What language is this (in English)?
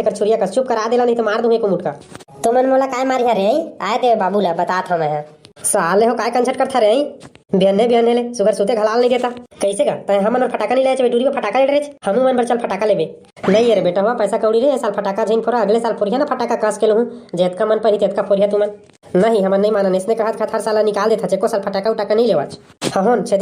Chhattisgarhi